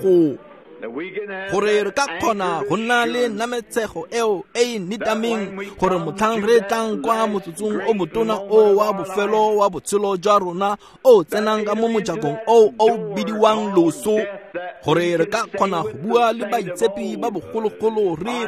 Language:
Tswana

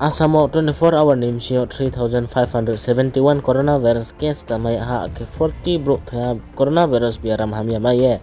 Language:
Riang (India)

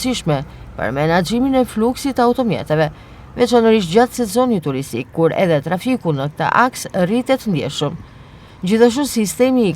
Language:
Albanian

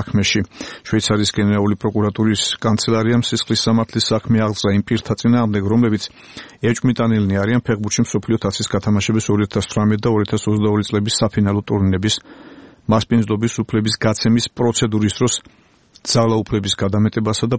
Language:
Georgian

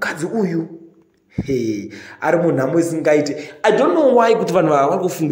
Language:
Shona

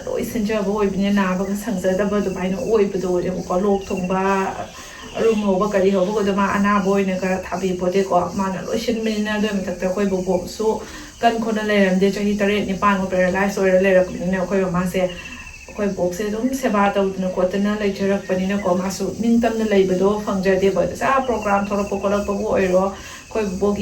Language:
Manipuri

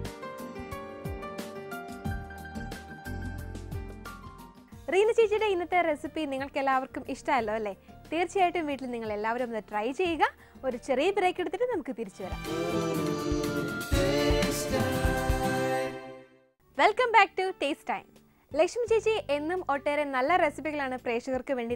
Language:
Malayalam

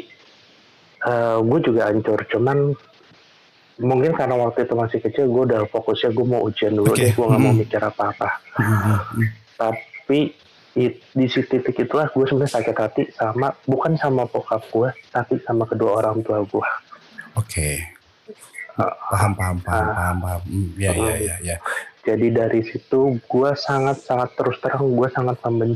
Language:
Indonesian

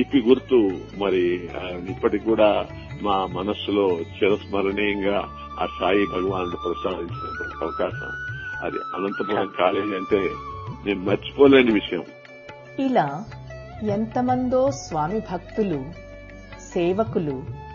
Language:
Telugu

